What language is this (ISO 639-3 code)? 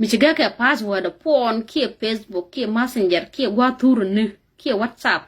nus